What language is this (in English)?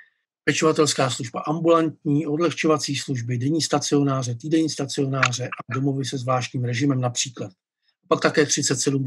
Czech